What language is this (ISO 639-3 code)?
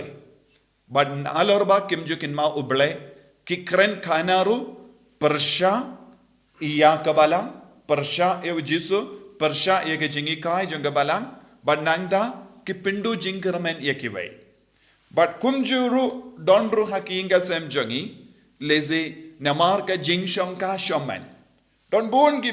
kha